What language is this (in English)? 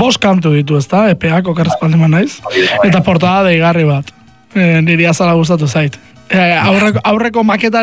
Basque